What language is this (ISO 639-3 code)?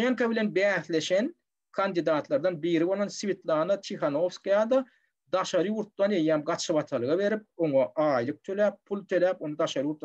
tuk